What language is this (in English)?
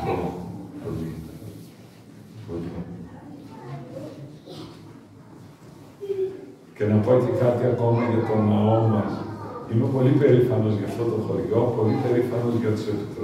Greek